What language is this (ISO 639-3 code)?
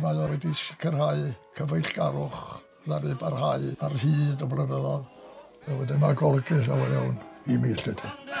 cym